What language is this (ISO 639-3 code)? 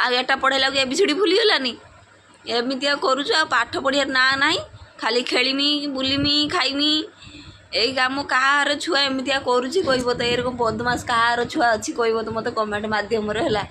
ori